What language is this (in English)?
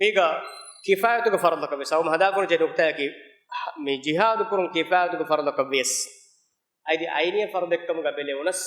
Divehi